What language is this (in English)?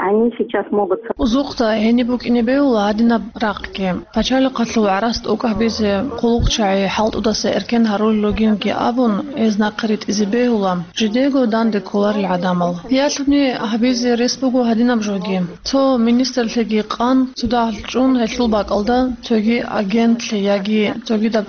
Avaric